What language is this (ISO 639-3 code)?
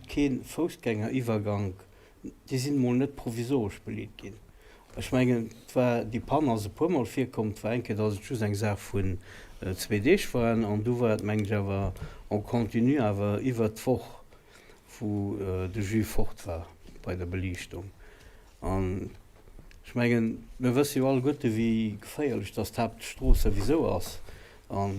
ltz